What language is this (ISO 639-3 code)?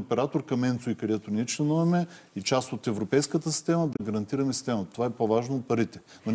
bul